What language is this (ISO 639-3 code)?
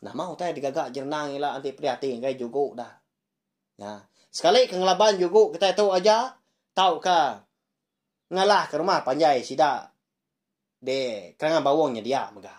iba